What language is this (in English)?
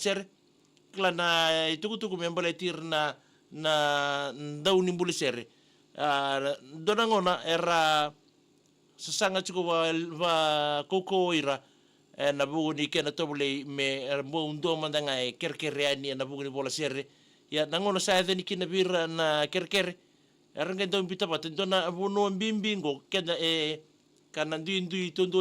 Fijian